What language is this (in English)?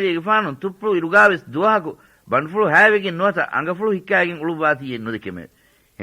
Divehi